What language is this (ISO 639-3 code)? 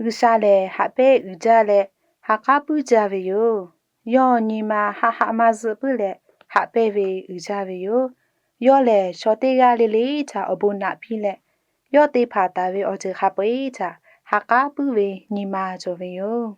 lhu